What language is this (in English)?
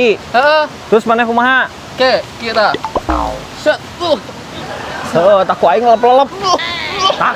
Sundanese